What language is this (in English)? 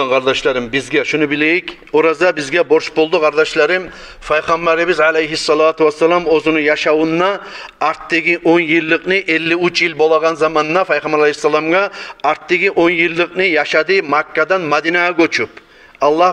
Kumyk